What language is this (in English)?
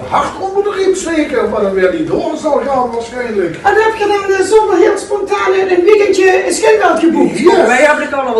Limburgish